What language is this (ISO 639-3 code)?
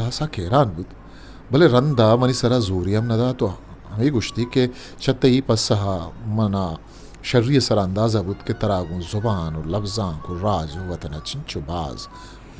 bgp